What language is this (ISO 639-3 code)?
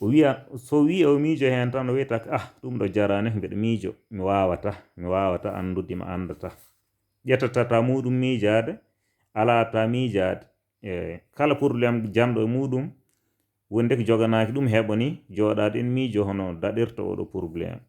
ful